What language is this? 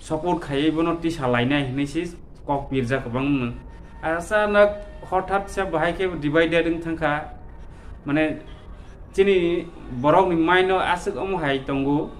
Kok Borok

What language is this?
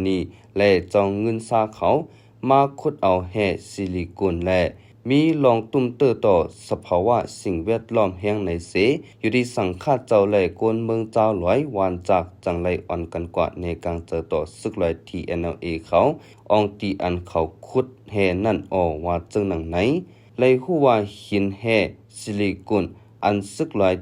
Shan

